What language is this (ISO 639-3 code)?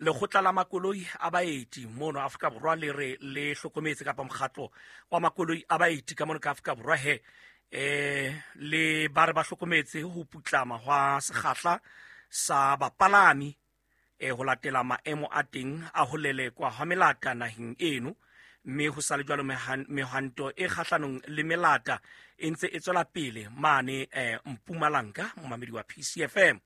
sot